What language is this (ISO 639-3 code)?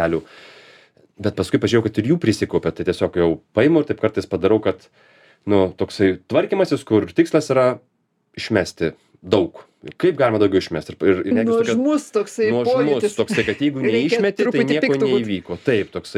lit